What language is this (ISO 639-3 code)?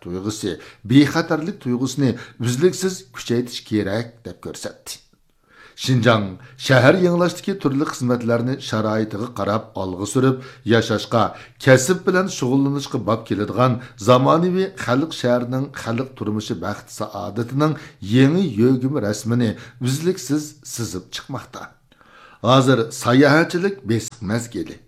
uig